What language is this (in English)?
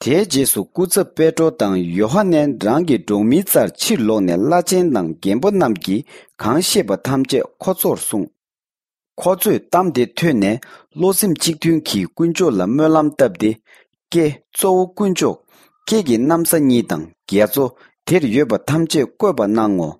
Tibetan